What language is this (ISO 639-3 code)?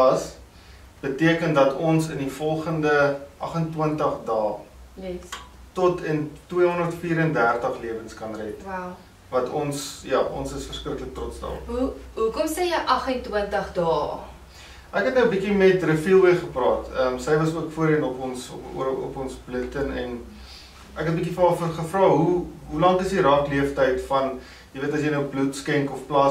afr